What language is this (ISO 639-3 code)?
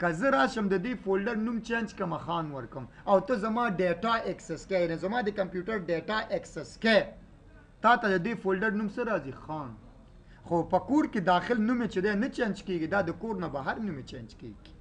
pus